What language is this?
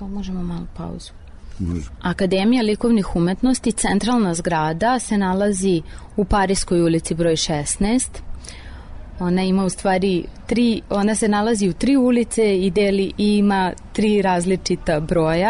Serbian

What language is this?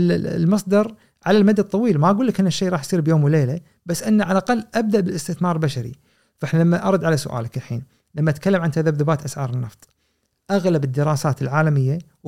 Gulf Arabic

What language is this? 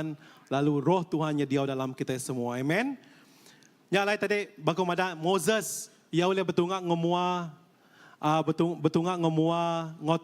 Iban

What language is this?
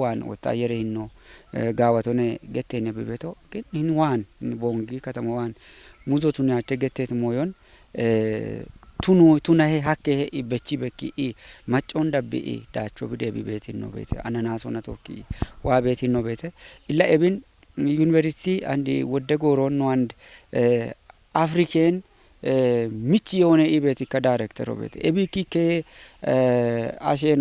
Kafa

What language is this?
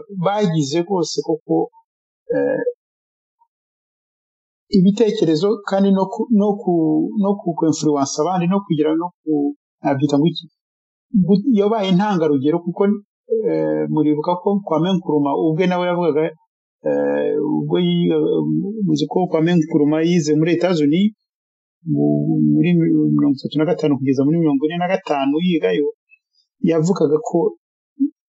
Kinyarwanda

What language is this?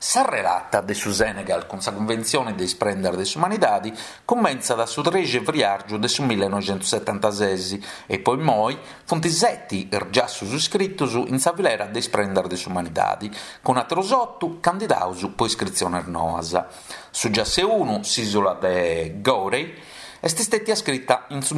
Sardinian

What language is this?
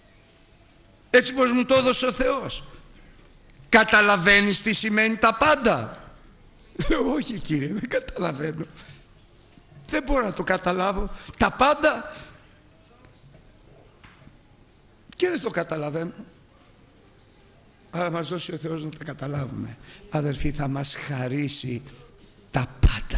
Greek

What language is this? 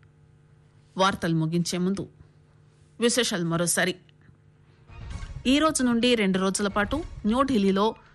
Telugu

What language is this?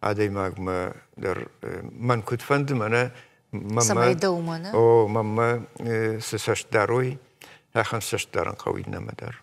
Ossetic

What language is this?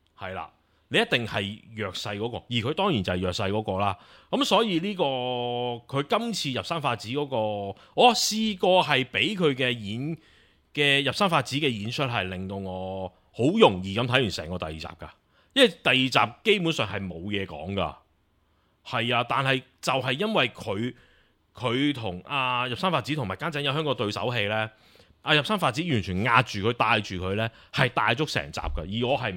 Cantonese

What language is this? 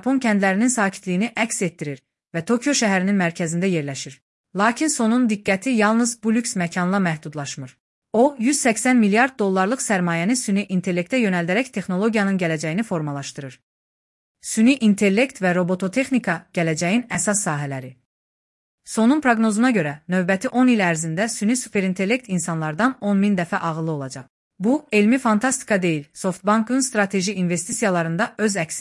Azerbaijani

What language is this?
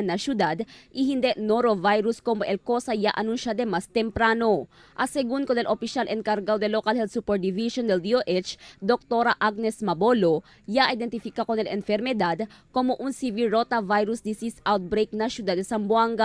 Chavacano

